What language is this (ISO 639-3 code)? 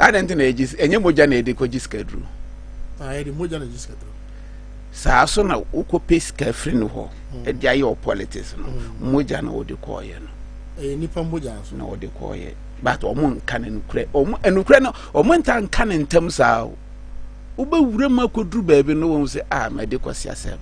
aka